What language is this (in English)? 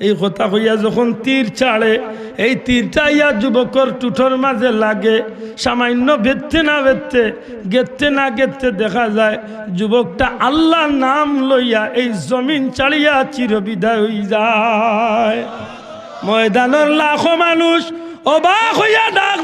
Sylheti